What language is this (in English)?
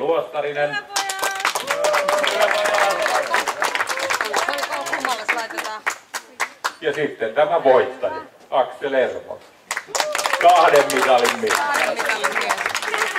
Finnish